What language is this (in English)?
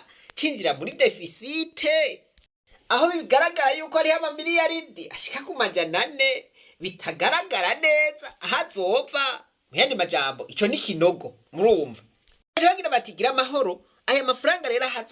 Rundi